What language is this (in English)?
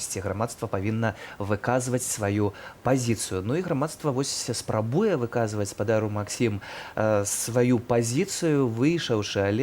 Belarusian